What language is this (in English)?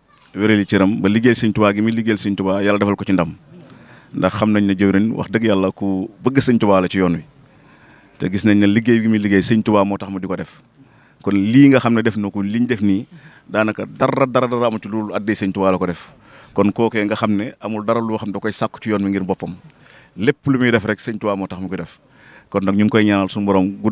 Wolof